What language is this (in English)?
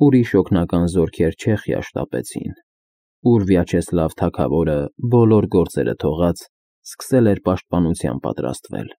Armenian